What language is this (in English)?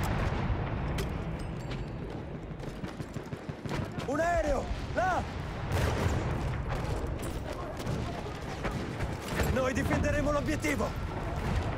Italian